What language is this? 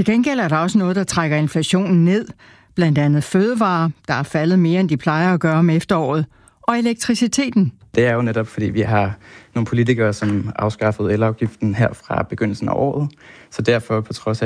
Danish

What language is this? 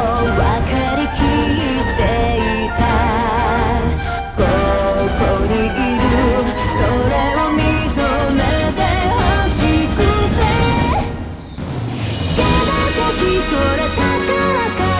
Japanese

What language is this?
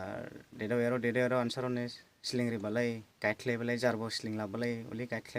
Dimasa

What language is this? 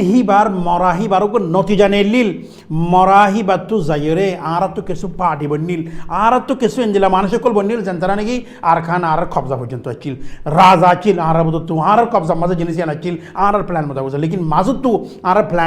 Rohingya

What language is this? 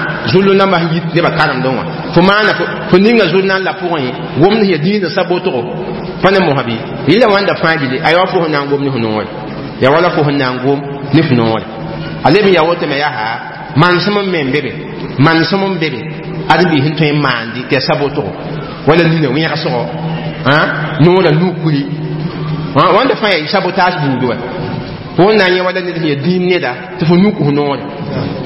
Mossi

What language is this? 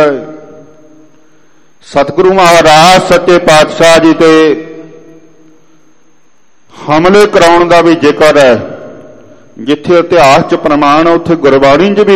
Punjabi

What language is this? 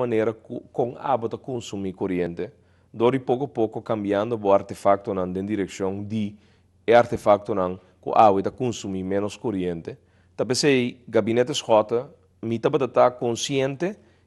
Papiamento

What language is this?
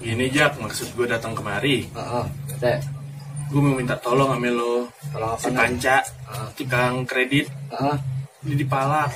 Betawi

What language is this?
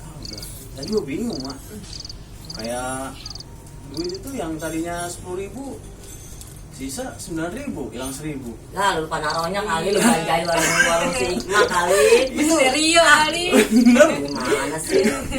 Betawi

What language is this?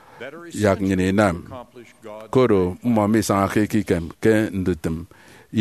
Efik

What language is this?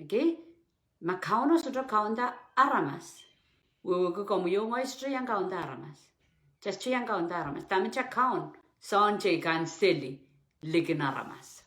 Pohnpeian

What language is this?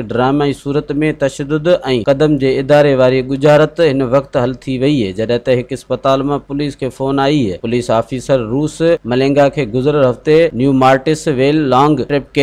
Sindhi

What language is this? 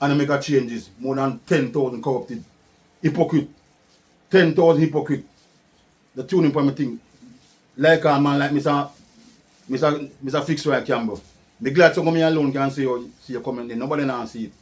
Jamaican Creole English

